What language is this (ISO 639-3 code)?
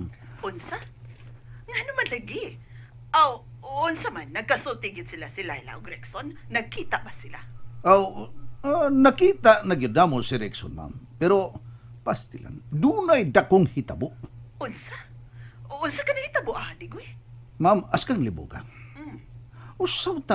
ceb